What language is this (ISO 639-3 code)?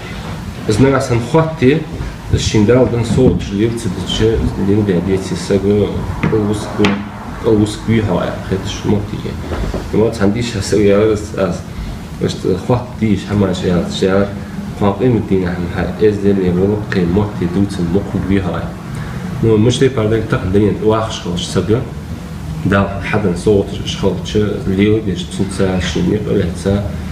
inh